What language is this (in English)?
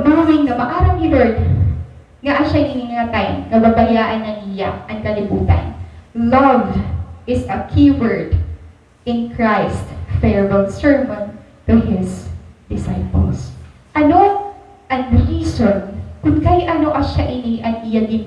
Waray